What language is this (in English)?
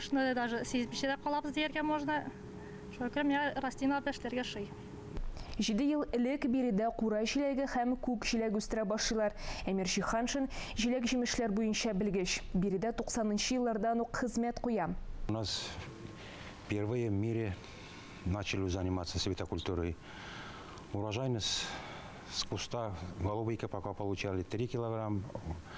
Tatar